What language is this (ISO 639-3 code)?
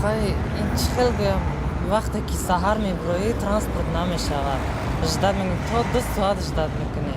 tgk